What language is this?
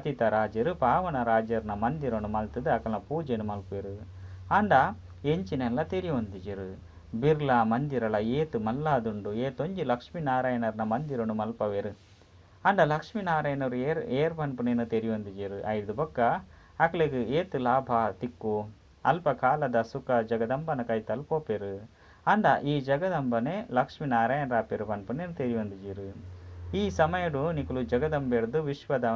Tulu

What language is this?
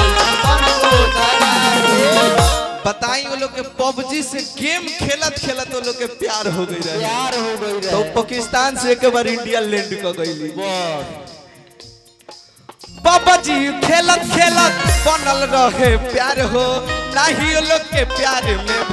Bhojpuri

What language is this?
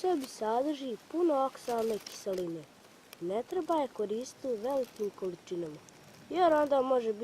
Bosnian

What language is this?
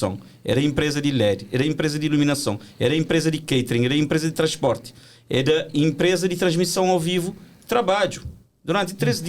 Kabuverdianu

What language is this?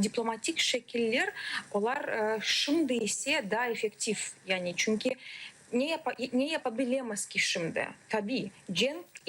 Crimean Tatar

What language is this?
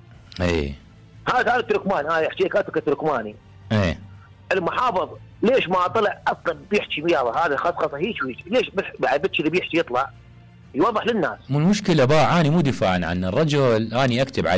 Mesopotamian Arabic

